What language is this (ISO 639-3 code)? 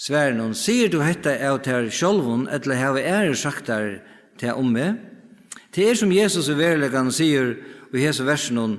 fao